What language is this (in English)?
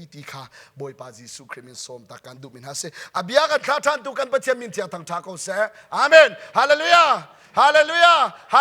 Hakha Chin